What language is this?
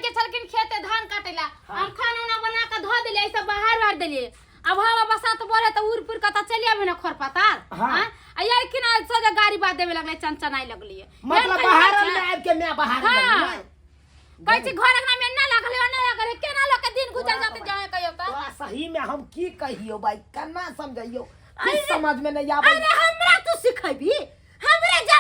Maithili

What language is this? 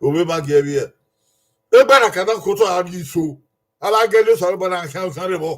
Bini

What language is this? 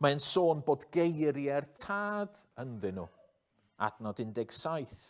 Welsh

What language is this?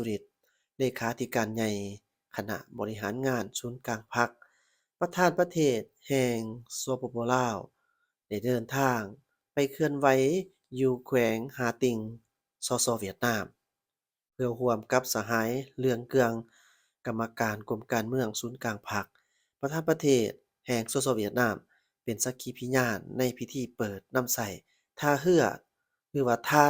Lao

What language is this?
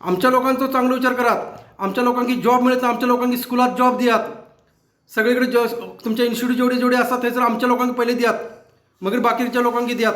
Konkani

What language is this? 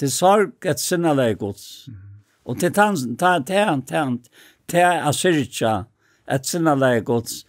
Faroese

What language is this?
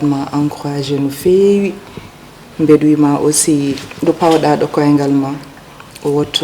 Fula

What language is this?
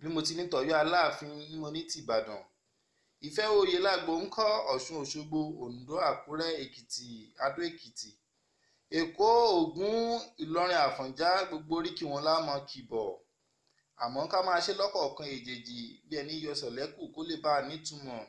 Yoruba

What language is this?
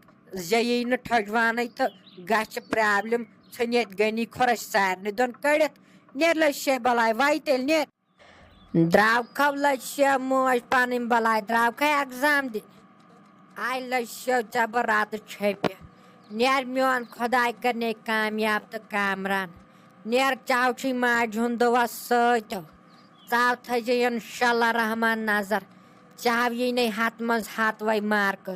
Kashmiri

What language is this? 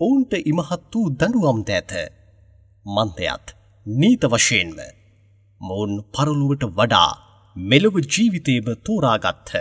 Sinhala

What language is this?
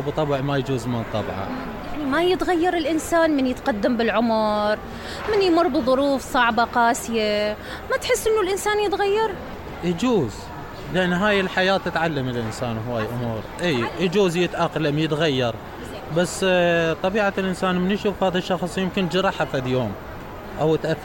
Mesopotamian Arabic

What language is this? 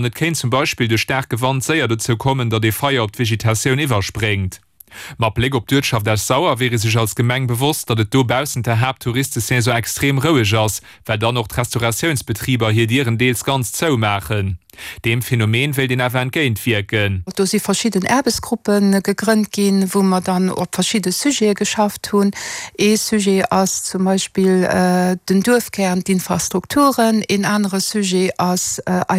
Luxembourgish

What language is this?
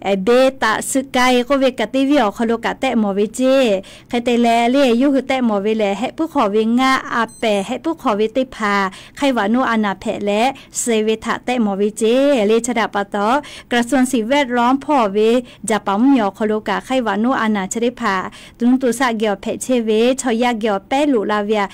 Lahu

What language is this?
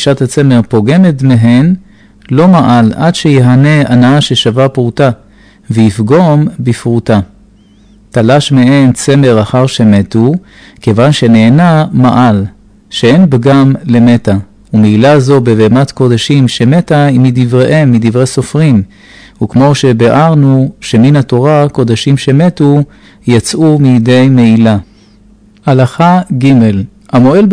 Hebrew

